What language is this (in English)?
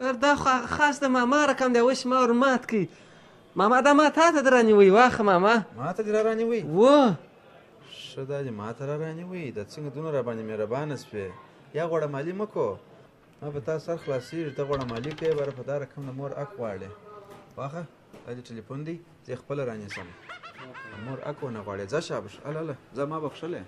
Pashto